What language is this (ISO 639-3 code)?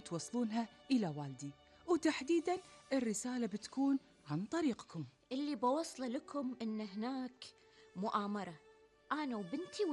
afb